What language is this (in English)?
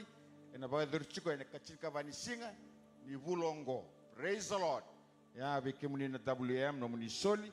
Fijian